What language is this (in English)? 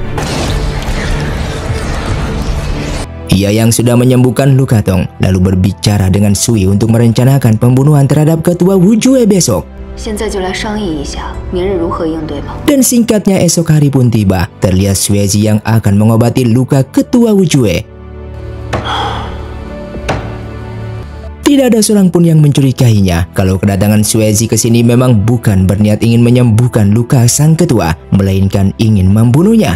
Indonesian